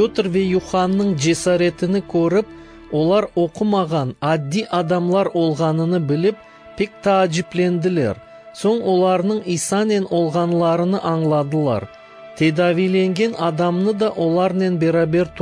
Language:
Crimean Tatar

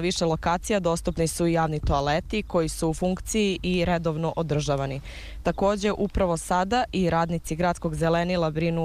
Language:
Serbian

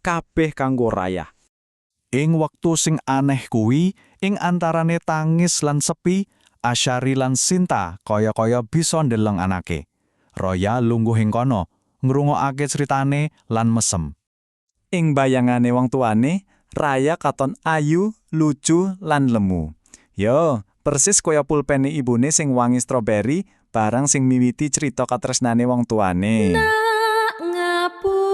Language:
Javanese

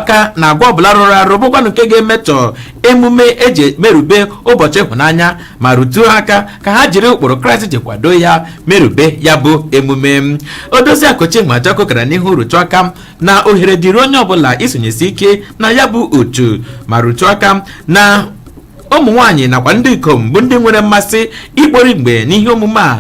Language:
Igbo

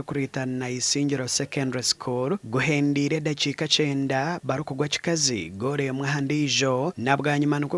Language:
Nyankole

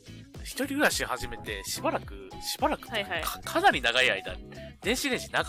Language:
Japanese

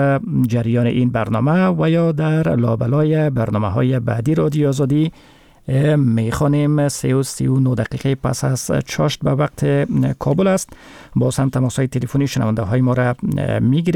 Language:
Persian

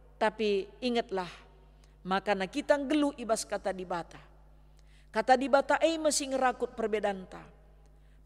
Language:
Batak Karo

